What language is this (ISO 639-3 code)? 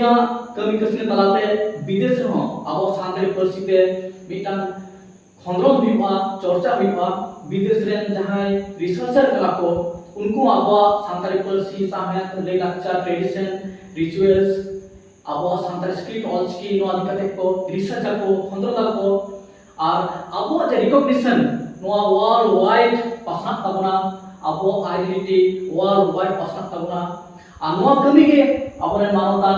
sat